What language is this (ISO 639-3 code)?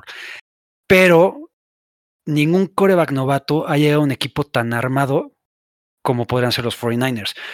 spa